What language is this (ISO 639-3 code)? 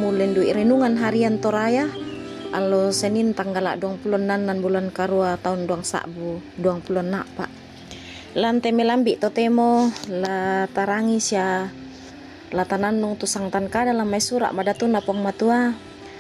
sda